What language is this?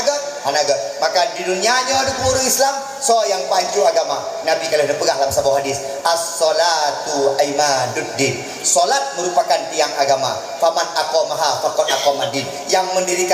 Achinese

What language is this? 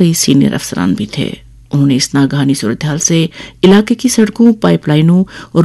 Urdu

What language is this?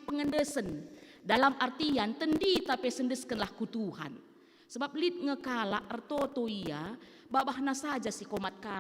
Batak Karo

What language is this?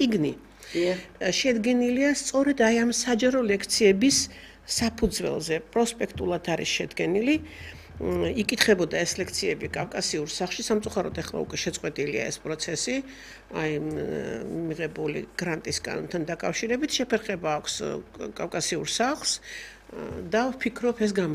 Georgian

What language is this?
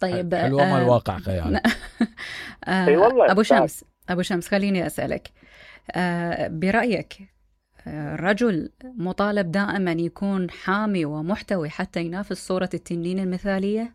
Mesopotamian Arabic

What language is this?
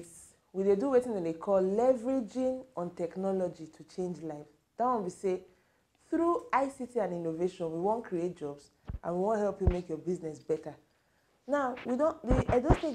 Nigerian Pidgin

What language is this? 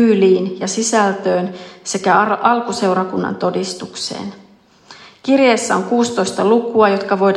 Finnish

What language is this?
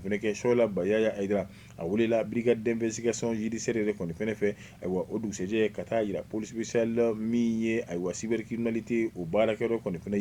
Bambara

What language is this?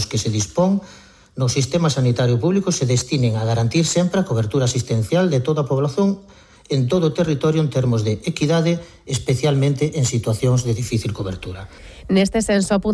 Galician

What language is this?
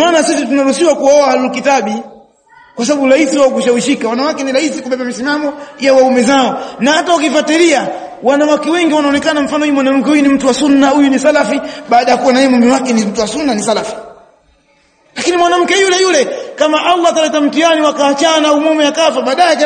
Swahili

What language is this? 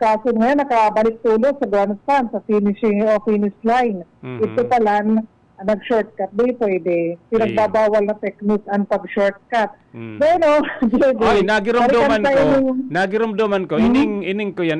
Bikol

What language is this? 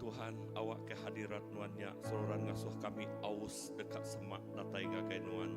Iban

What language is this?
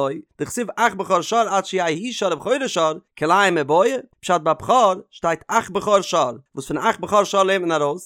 Yiddish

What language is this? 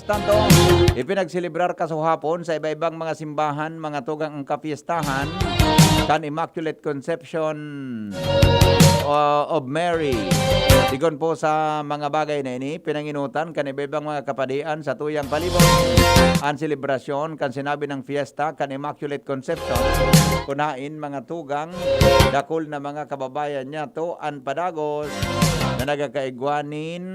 Bikol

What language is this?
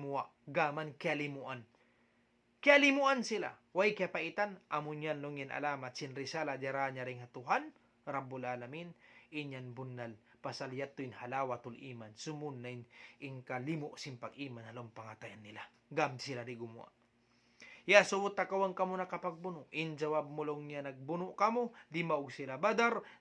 Tausug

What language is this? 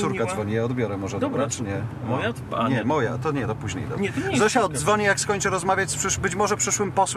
Polish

